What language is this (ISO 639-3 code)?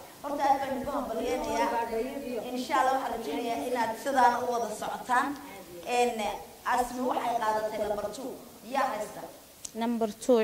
som